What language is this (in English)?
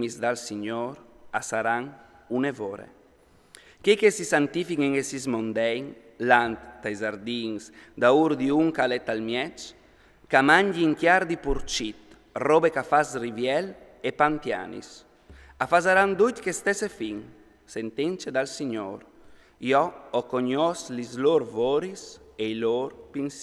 Friulian